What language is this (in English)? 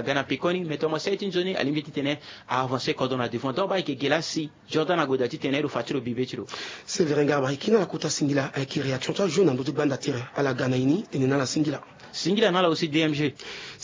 Sango